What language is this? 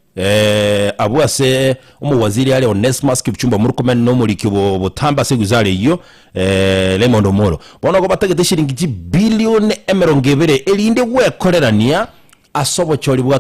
Gusii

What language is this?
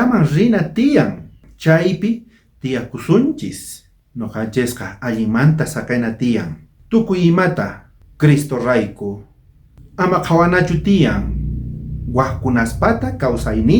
South Bolivian Quechua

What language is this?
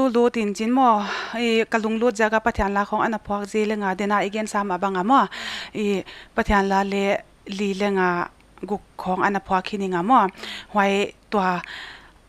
Paite Chin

